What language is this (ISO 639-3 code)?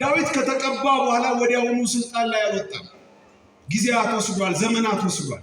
amh